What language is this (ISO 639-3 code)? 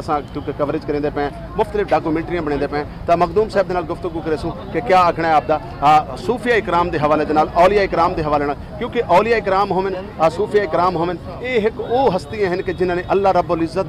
skr